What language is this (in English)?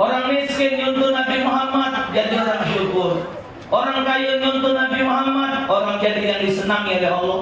Musi